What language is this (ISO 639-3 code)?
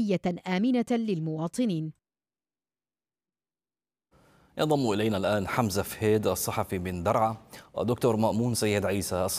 ara